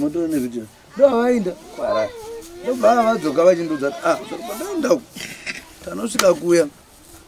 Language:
Shona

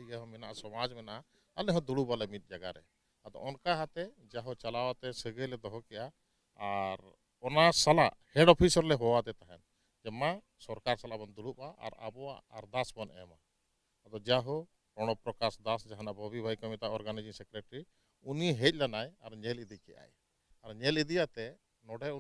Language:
Santali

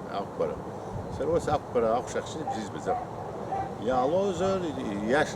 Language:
Abkhazian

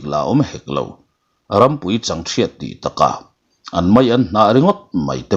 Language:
Mizo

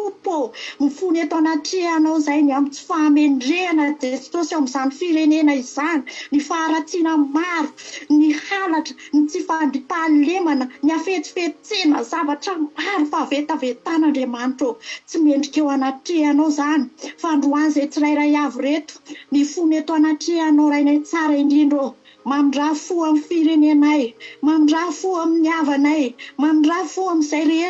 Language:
Malagasy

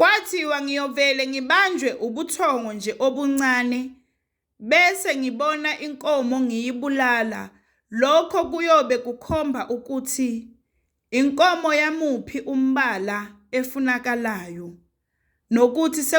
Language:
Zulu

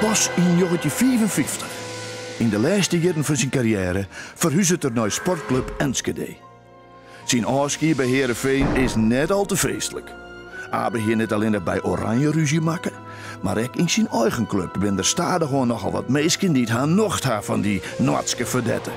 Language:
Western Frisian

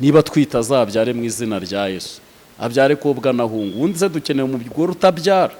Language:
Kinyarwanda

